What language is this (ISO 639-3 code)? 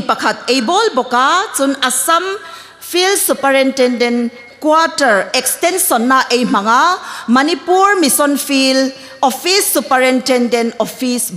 hmr